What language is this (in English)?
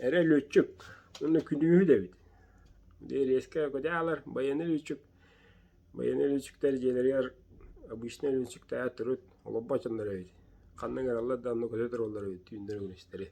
Yakut